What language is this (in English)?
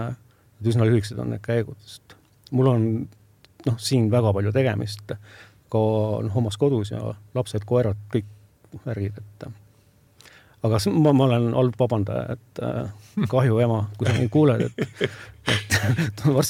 Estonian